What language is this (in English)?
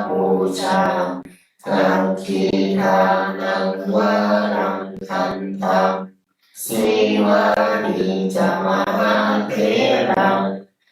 Pali